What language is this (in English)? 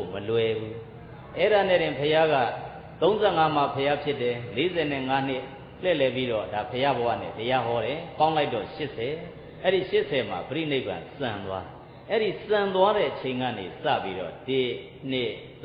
Burmese